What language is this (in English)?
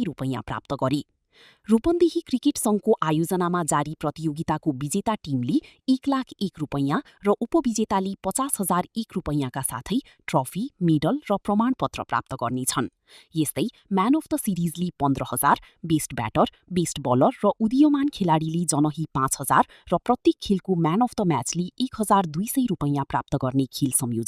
Nepali